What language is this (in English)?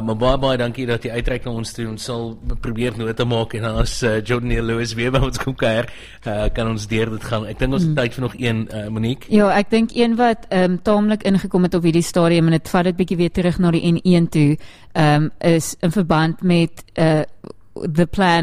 Afrikaans